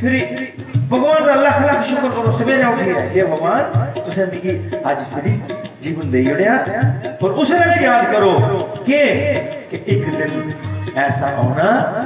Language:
Dogri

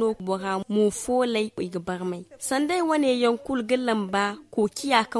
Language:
Zarma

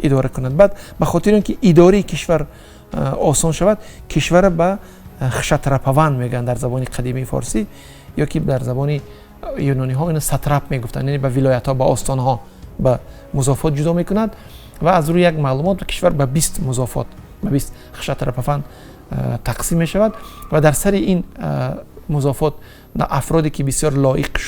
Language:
Tajik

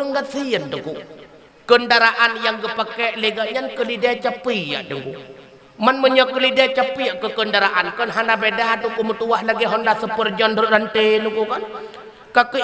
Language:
Achinese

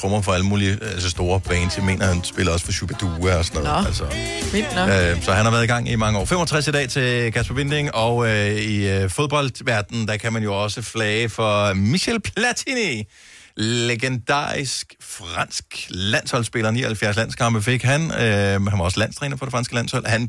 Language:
Danish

